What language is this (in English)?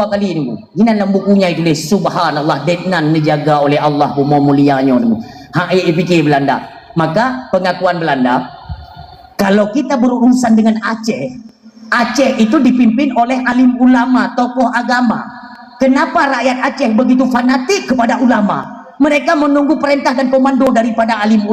Achinese